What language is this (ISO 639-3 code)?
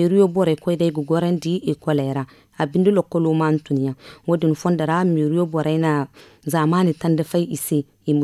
dje